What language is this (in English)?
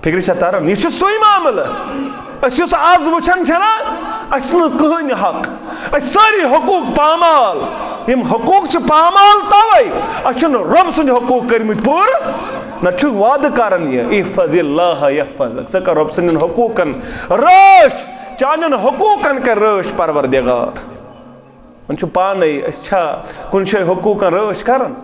Kashmiri